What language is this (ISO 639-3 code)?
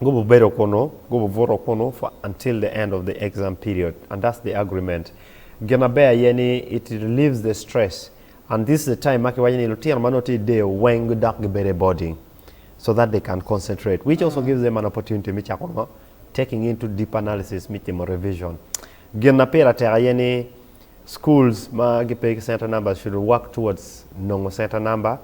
ach